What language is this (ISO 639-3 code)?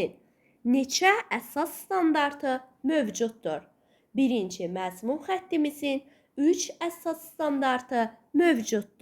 aze